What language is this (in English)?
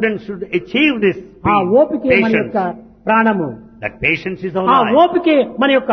Telugu